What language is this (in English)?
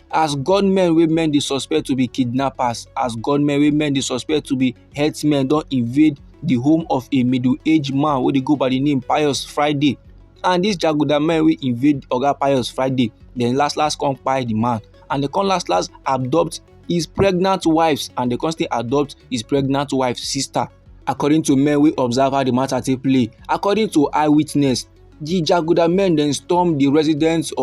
Nigerian Pidgin